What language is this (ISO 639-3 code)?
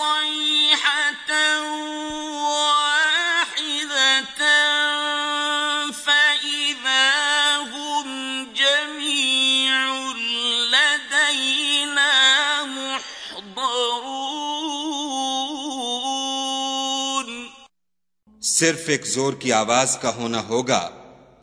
urd